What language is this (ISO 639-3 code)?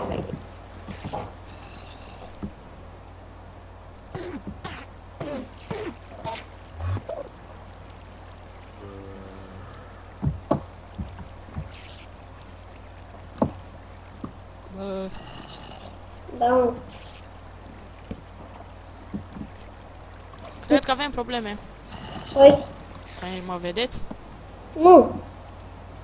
ron